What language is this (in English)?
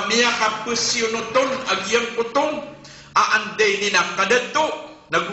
Maranao